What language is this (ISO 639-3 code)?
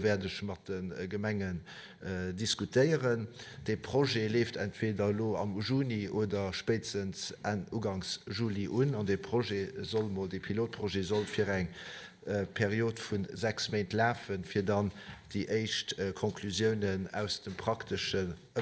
ltz